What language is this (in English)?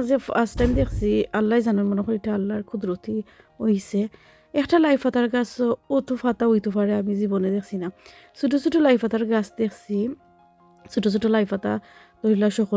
Sylheti